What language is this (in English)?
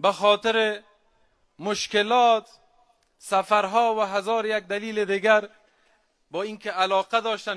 Persian